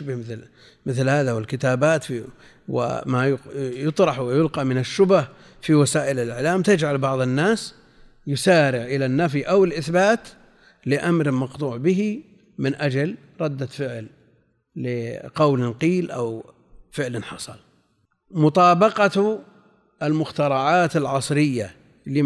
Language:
Arabic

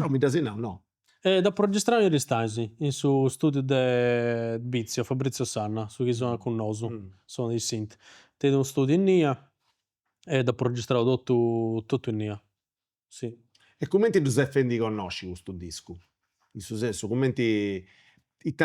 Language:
Sardinian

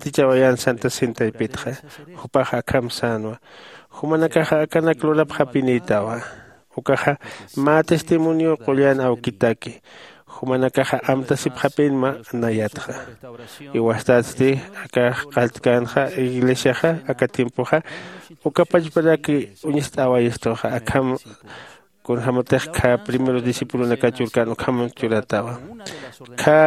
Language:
Aymara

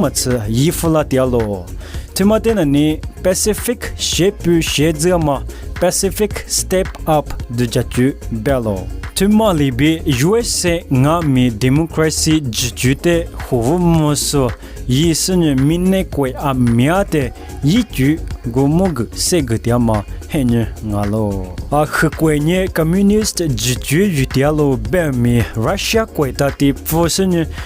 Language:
Lisu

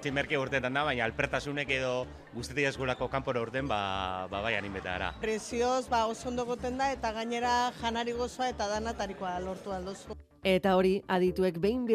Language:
Basque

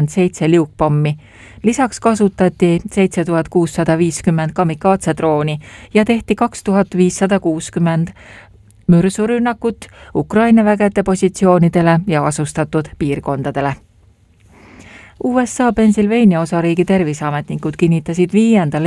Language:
Estonian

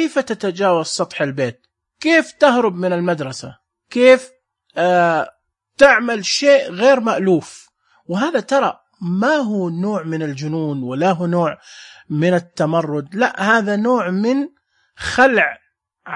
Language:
Najdi Arabic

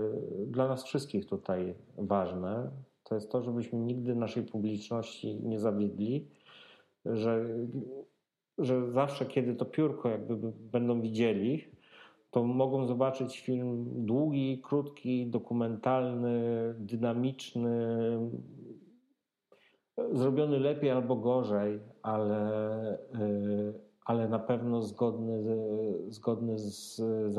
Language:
Polish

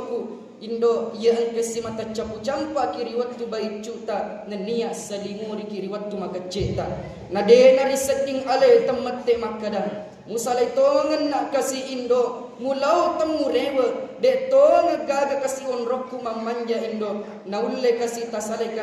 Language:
Buginese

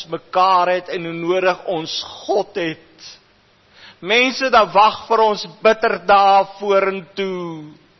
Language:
Afrikaans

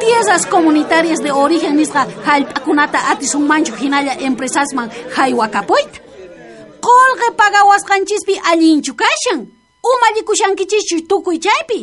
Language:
South Bolivian Quechua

